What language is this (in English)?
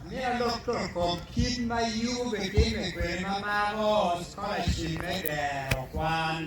Acoli